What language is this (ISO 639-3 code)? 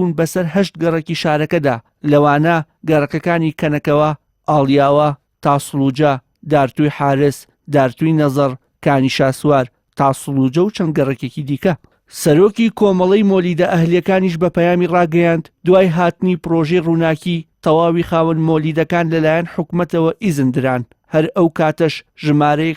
ckb